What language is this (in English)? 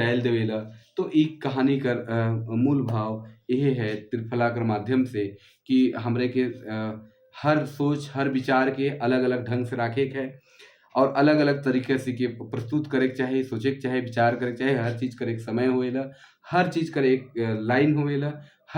Sadri